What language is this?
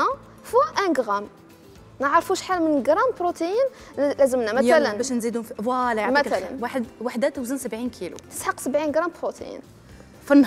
Algerian Arabic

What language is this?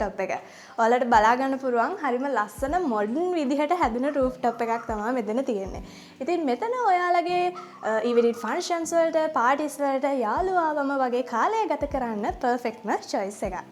Sinhala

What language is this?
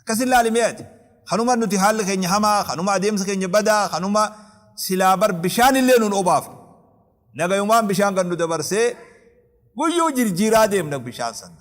Oromo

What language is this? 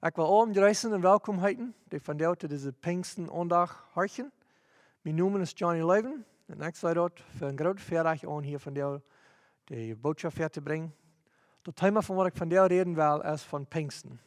Plautdietsch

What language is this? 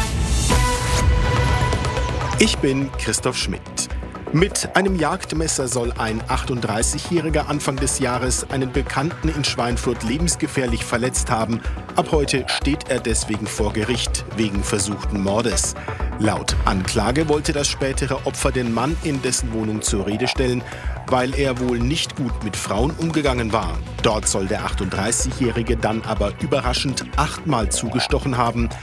German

